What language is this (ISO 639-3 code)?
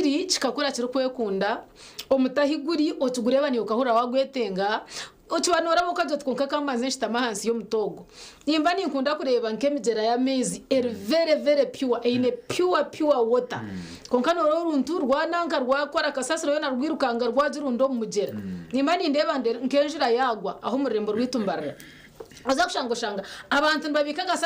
nyn